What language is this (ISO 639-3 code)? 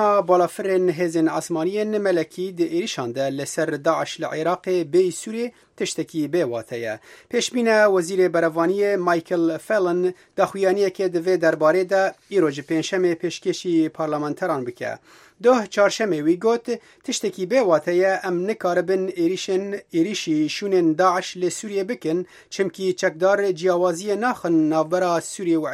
kur